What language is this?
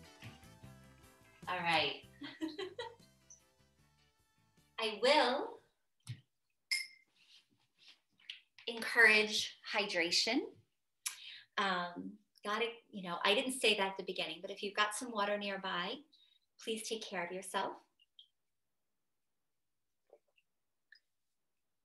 English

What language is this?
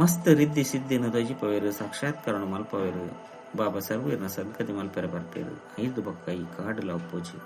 Tulu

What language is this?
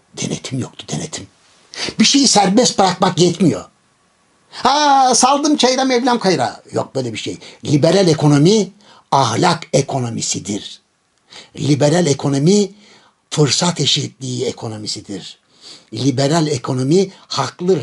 Turkish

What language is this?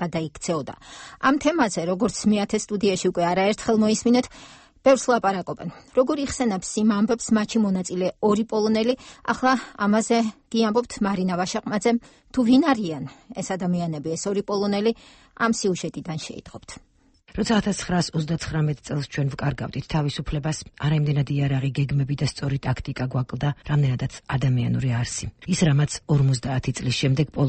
Georgian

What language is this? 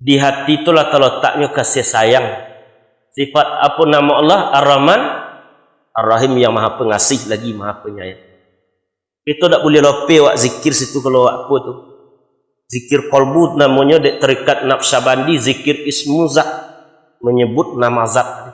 Minangkabau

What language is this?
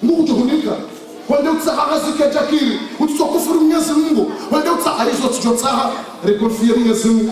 Ngazidja Comorian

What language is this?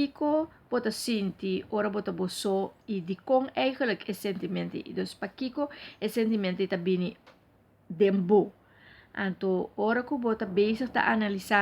Papiamento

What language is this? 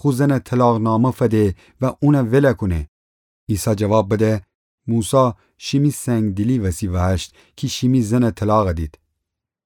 Gilaki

